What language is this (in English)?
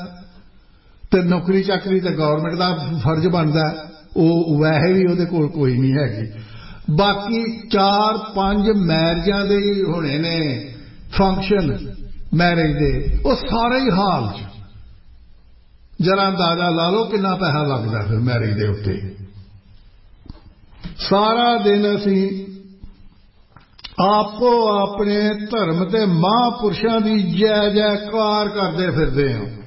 Punjabi